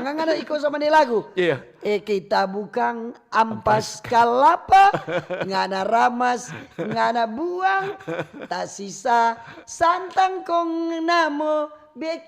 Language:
Manado Malay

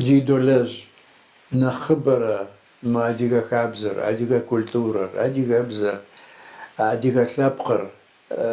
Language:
Kabardian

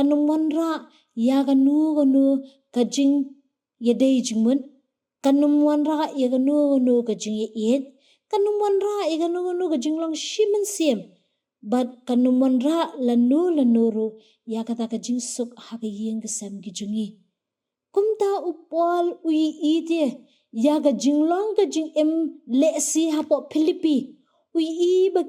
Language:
Khasi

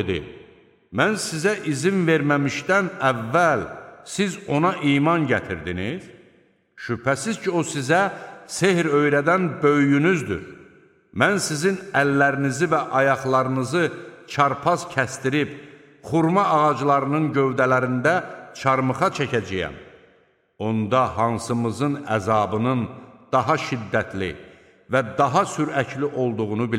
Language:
Azerbaijani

